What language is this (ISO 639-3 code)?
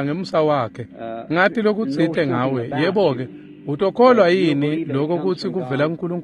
ssw